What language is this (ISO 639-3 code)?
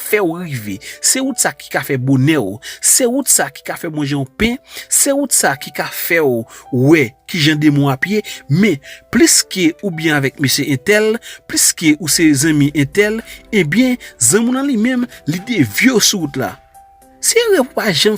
hat